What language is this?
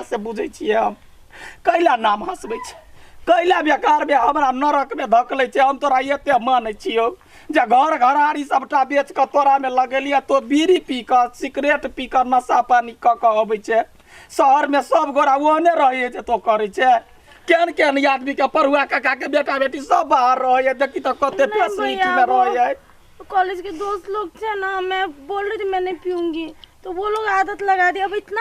Maithili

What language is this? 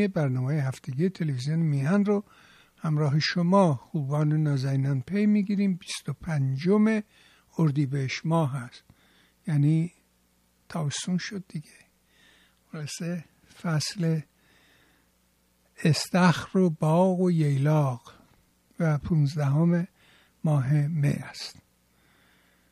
Persian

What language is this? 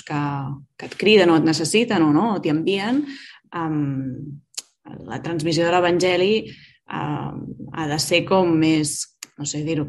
Catalan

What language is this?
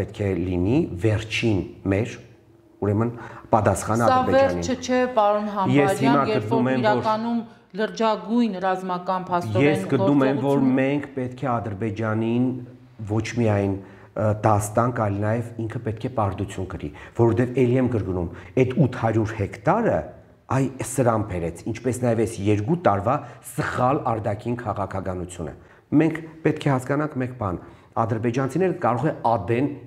Armenian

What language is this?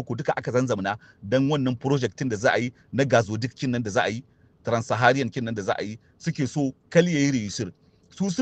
Hausa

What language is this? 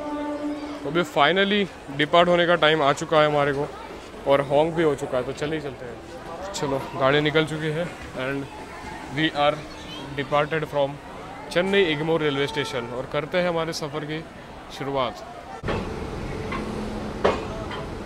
Hindi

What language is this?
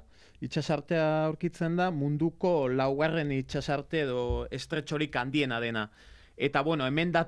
Basque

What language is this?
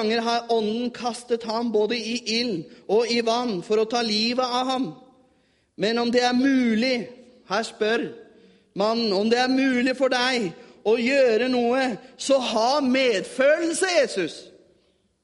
Norwegian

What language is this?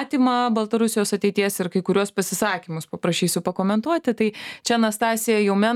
Lithuanian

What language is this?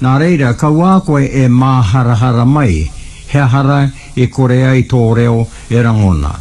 Māori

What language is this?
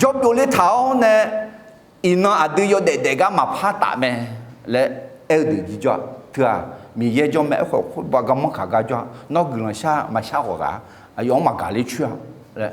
Akha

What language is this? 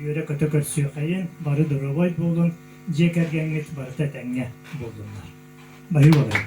Yakut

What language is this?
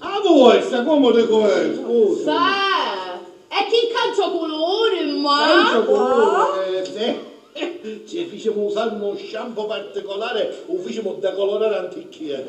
Sicilian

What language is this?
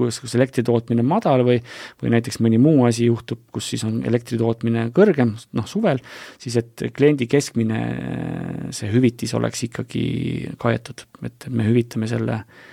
Estonian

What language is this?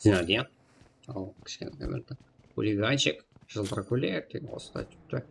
Kara-Kalpak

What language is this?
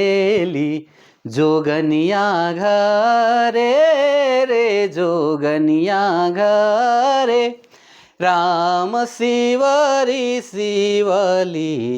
Sadri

